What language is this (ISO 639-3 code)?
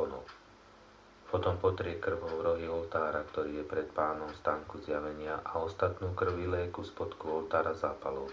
slk